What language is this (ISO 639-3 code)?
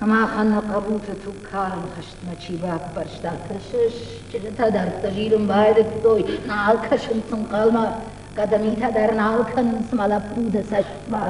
oss